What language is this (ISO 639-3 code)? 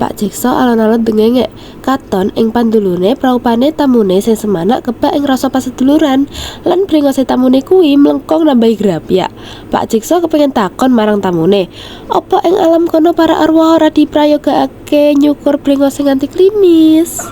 jav